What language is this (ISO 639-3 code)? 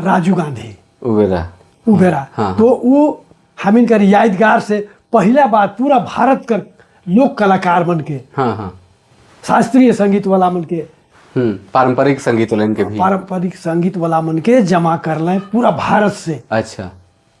sck